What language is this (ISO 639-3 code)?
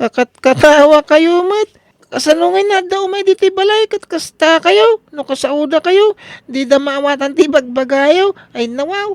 ilo